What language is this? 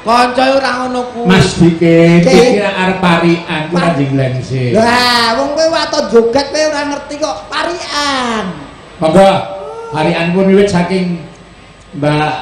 Javanese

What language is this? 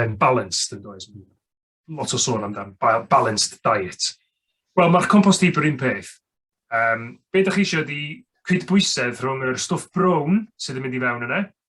Welsh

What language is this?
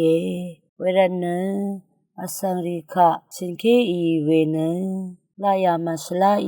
Rawang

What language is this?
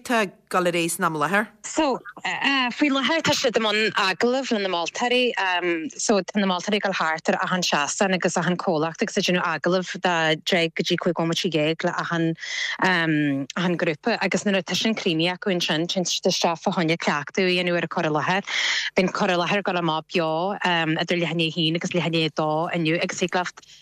Irish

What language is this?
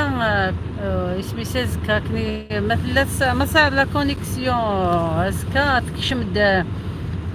Algerian Arabic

